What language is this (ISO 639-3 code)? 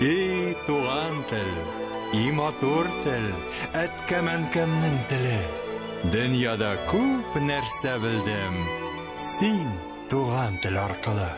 tat